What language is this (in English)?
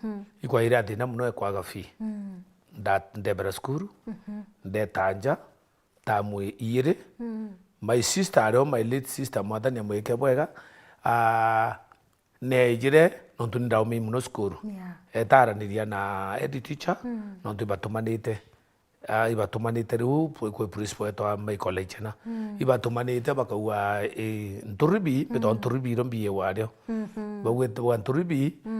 Meru